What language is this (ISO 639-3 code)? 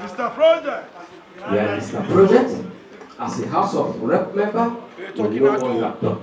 pcm